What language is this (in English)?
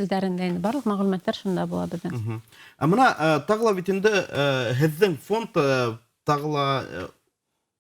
Bashkir